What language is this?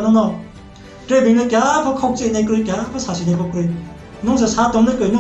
Riang (India)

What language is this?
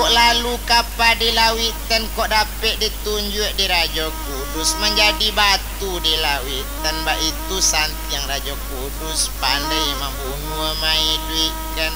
Minangkabau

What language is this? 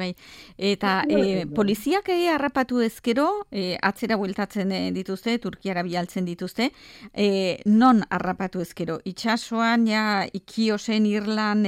Basque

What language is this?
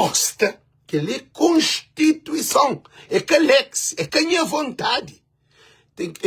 Kabuverdianu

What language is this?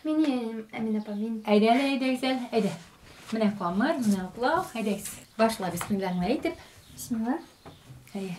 Bashkir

